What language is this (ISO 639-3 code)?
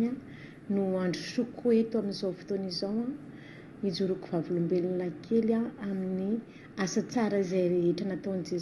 mlg